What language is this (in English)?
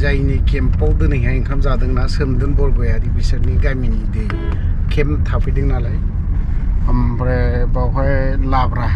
Bodo